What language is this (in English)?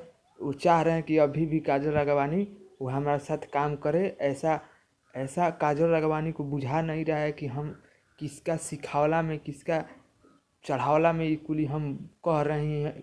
Bhojpuri